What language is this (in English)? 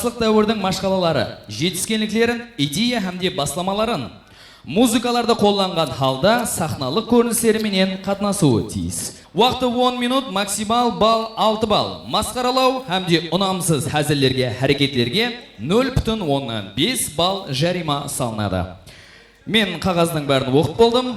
Kara-Kalpak